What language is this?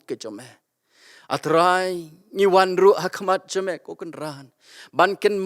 Khasi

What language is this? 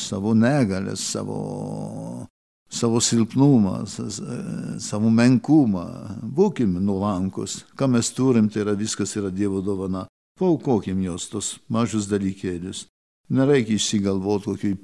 Lithuanian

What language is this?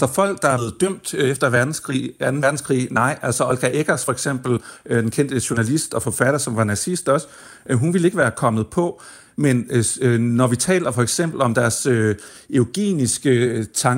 Danish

